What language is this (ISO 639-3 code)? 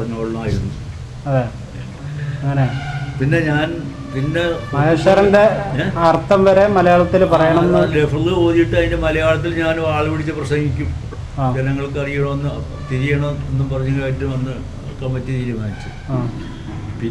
mal